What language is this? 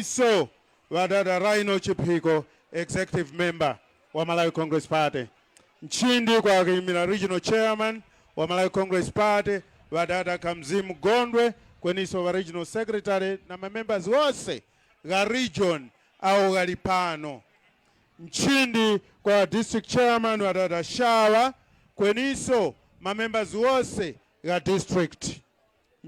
Tumbuka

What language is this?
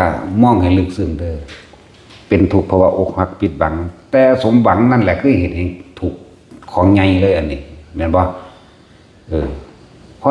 Northeastern Thai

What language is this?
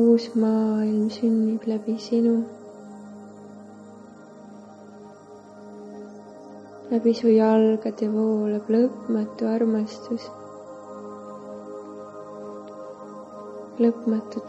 Estonian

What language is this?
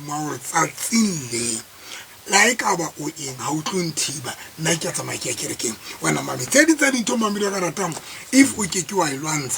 Southern Sotho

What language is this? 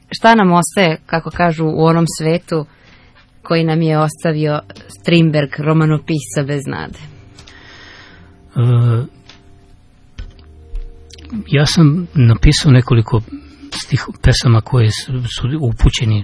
Serbian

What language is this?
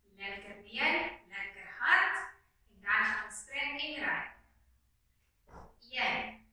Afrikaans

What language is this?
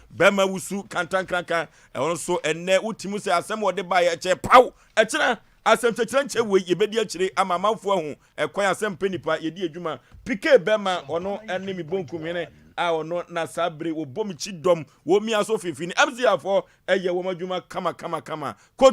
Akan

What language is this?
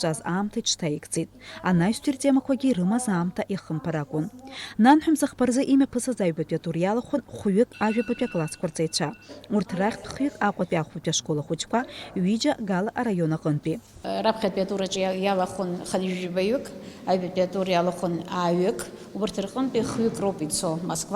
Abkhazian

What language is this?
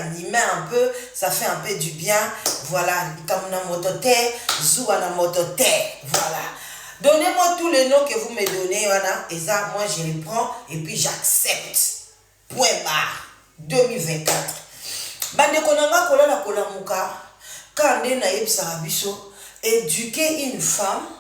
Lingala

